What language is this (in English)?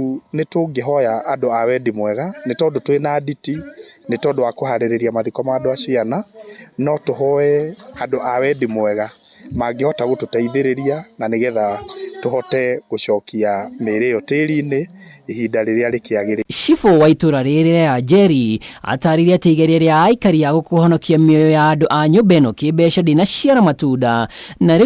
Kikuyu